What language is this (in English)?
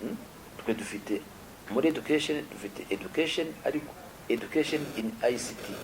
Kinyarwanda